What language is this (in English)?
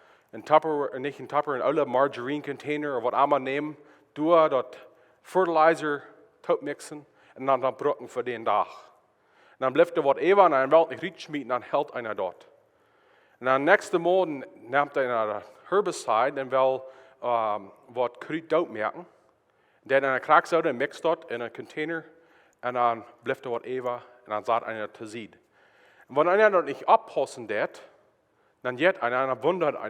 Plautdietsch